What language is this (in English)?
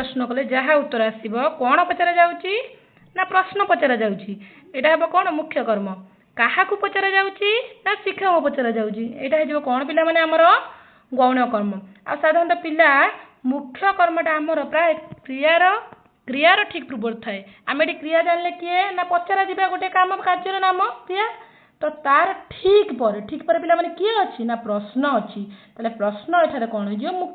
Odia